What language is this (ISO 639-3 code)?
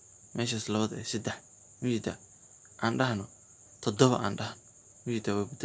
som